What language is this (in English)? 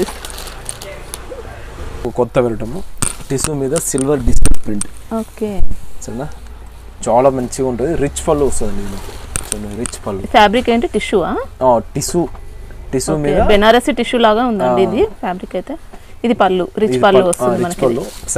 Telugu